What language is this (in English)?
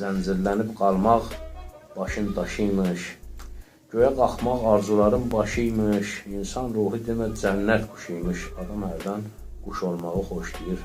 Azerbaijani